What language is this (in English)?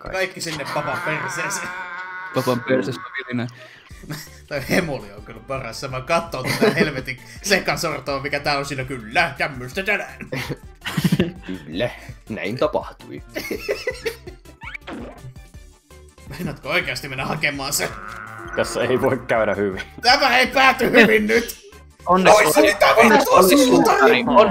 Finnish